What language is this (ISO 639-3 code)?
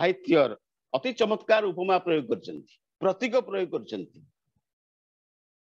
ori